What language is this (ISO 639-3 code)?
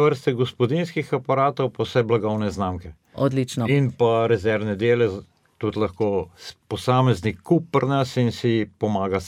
slv